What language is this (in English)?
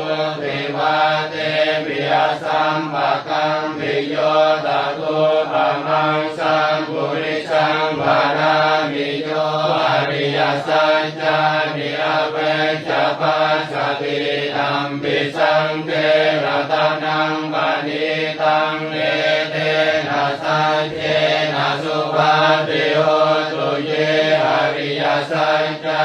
Pali